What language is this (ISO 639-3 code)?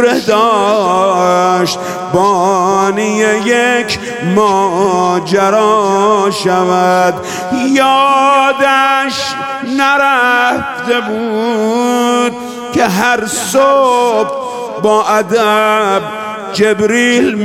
fas